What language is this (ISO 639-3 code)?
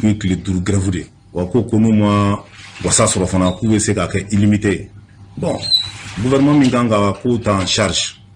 bam